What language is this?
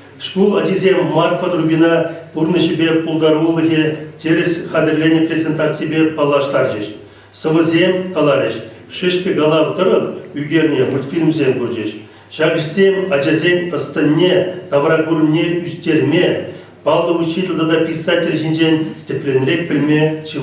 Chuvash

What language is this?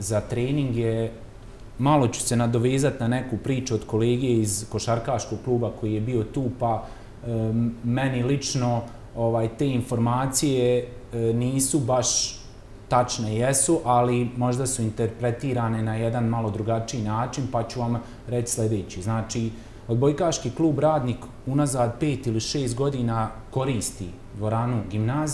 Bosnian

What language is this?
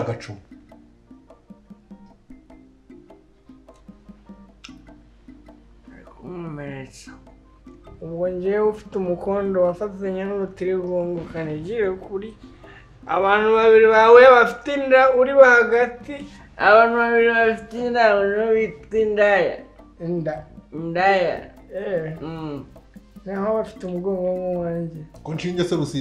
Kinyarwanda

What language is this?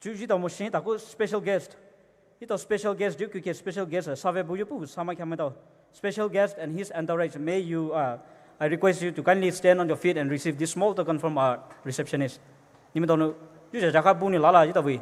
Poumei Naga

